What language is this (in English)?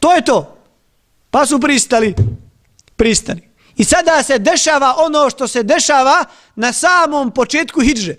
Bosnian